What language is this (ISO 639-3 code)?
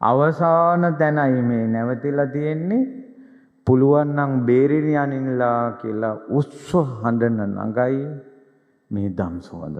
sin